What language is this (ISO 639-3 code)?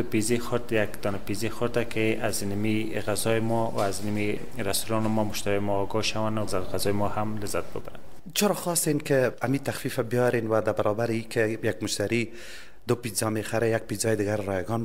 fas